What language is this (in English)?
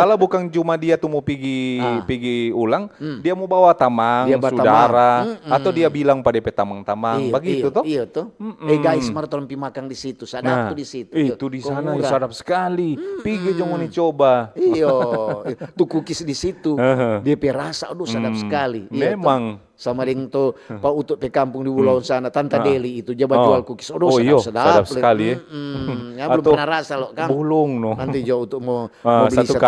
Manado Malay